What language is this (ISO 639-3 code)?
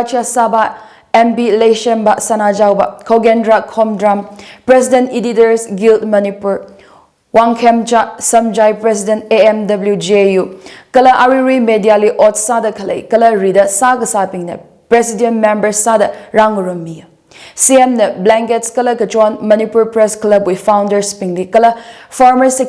nmf